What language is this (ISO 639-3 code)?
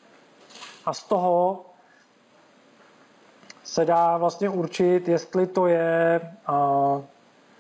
ces